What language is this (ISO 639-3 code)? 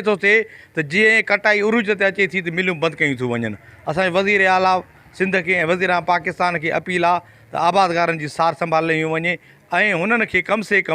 snd